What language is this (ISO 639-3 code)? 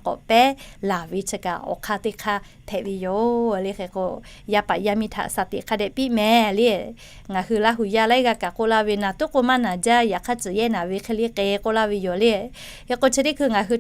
lhu